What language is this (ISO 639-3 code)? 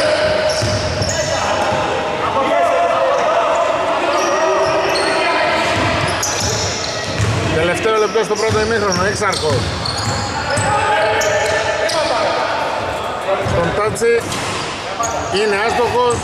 ell